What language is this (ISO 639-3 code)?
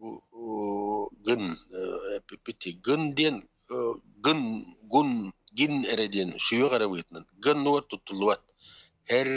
sah